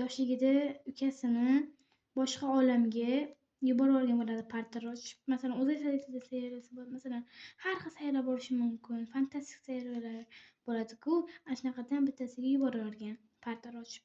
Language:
Uzbek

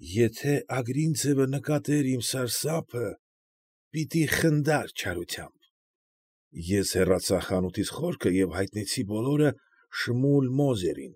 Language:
Armenian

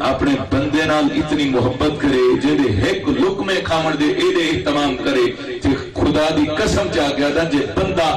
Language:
Saraiki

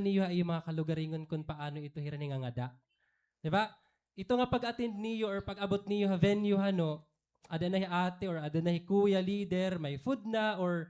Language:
Waray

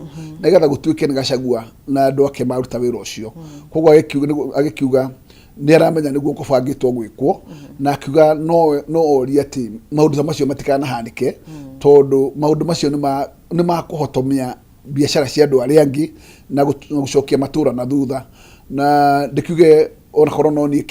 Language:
Kikuyu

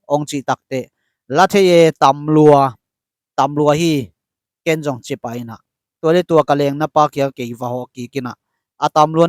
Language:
Tedim Chin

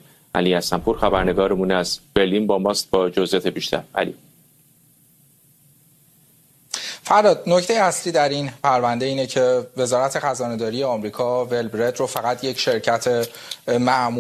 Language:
Persian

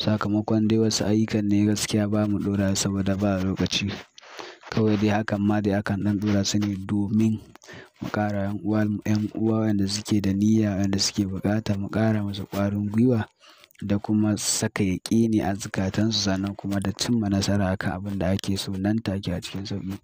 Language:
Hausa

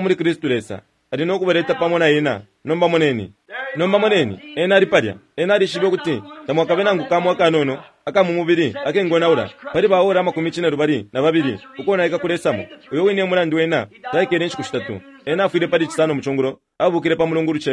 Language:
Bemba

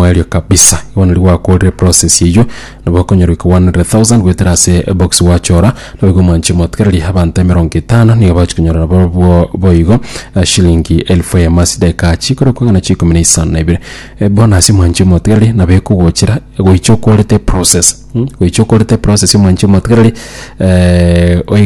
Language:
Gusii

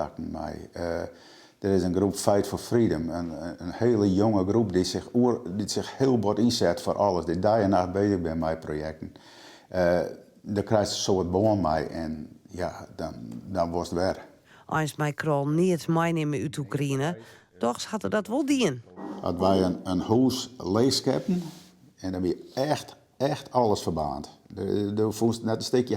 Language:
Western Frisian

